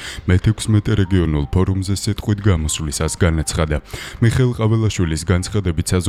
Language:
Georgian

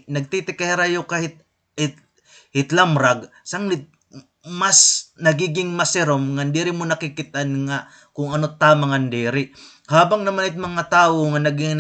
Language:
Waray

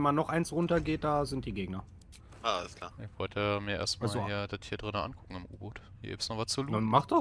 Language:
German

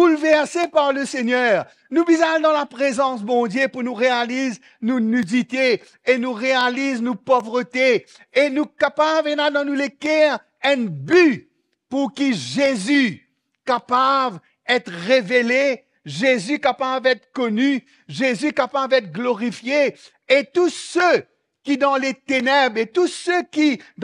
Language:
Morisyen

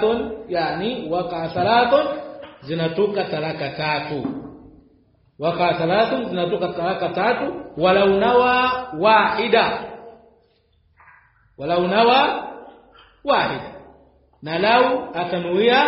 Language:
Swahili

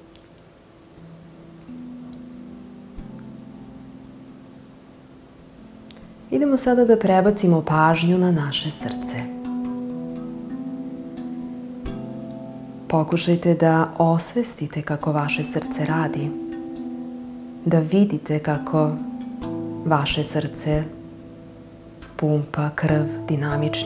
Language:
Serbian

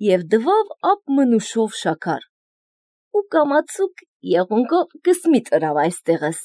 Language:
Armenian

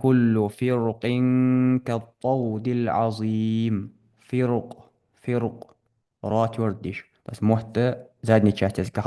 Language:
Ingush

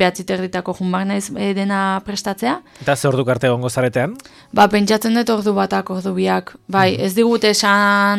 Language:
Basque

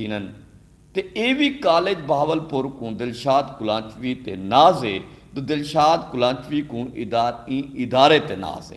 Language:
Saraiki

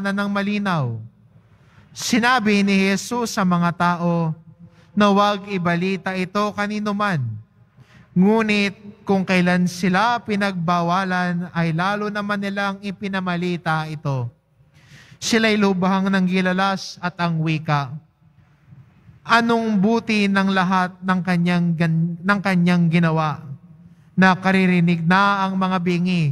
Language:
Filipino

